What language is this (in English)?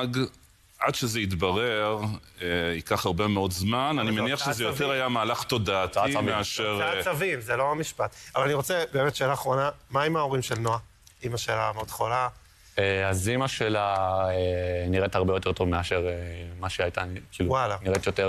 Hebrew